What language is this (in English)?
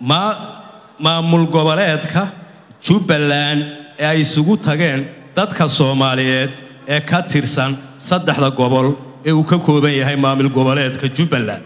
Somali